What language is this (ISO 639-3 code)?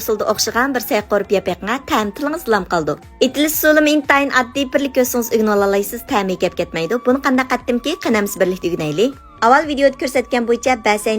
uig